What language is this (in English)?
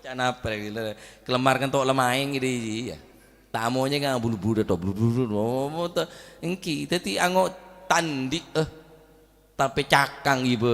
Madurese